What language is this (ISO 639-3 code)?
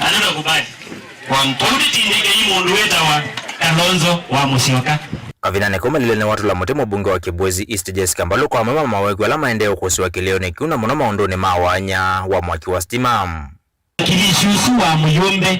kam